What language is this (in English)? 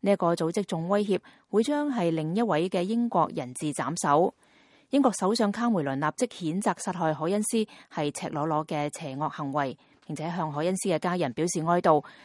Cantonese